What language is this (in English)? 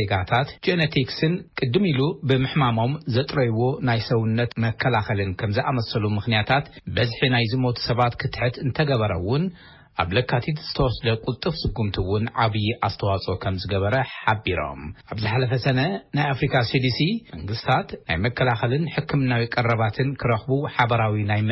Tigrinya